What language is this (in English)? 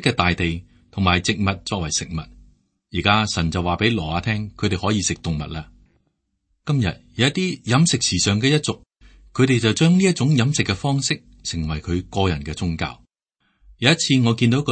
Cantonese